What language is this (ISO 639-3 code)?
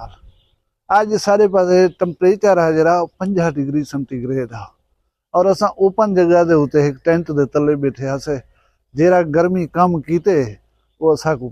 skr